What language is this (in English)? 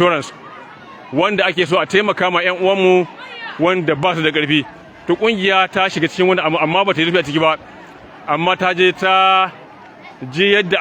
Hausa